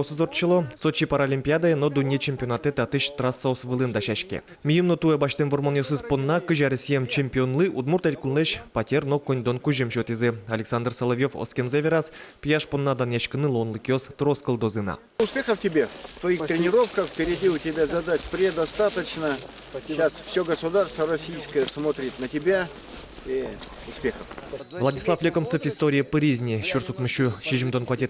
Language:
Udmurt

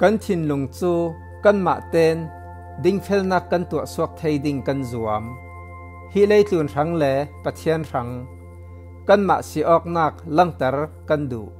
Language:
Falam Chin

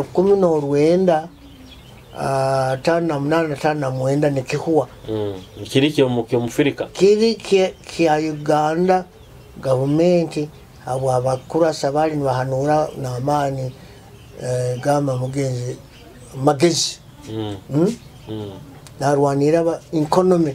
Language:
Nyoro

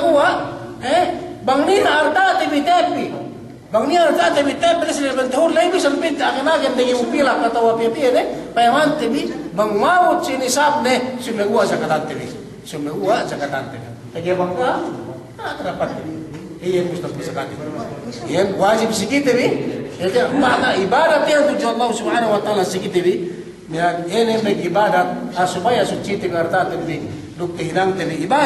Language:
Yakan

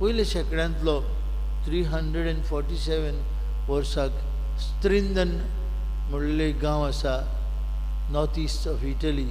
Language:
Konkani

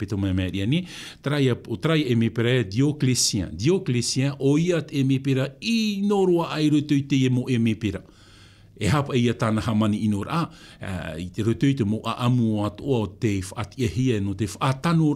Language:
Tahitian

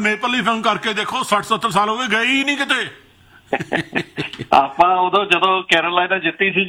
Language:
Punjabi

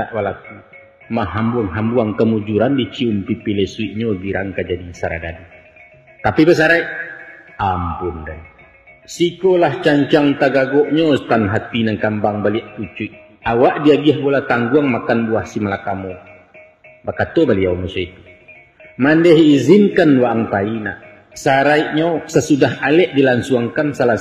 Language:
Minangkabau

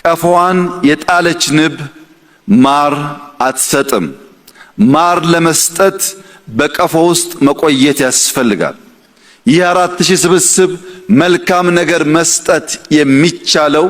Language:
Amharic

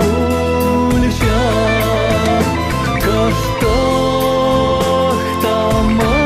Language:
Chuvash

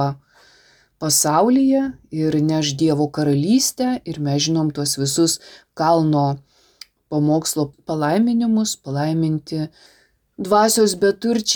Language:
Lithuanian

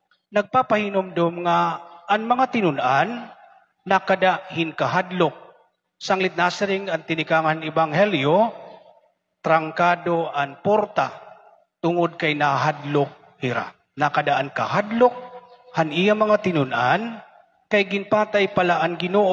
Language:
Waray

